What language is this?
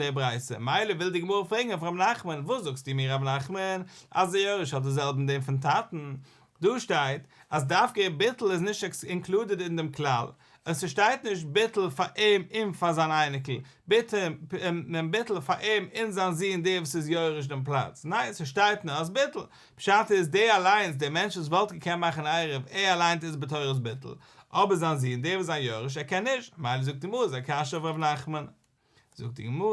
Yiddish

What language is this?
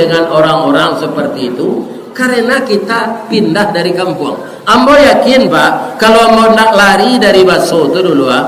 Minangkabau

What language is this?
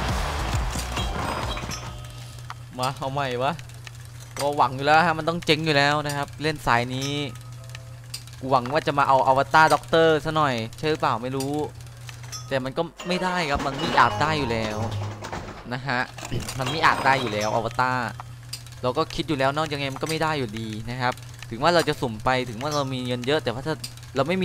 Thai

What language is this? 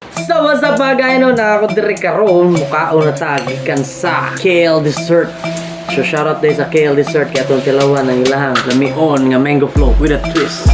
Cebuano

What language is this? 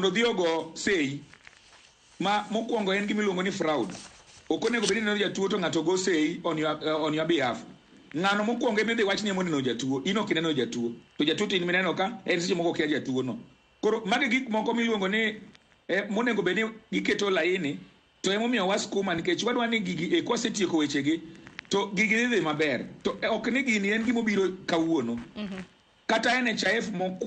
Luo (Kenya and Tanzania)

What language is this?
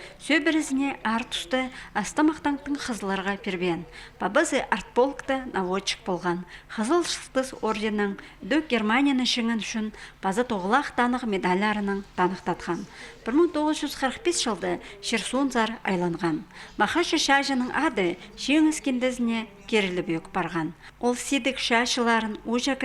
Khakas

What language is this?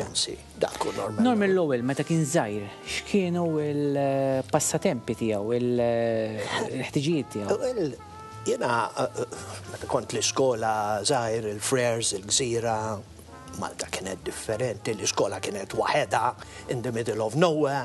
Maltese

